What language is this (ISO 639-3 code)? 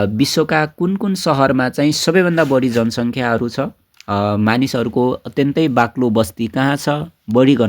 nep